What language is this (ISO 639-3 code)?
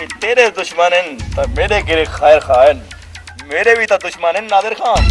skr